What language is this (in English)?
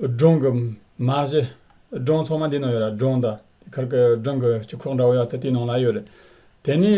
Tibetan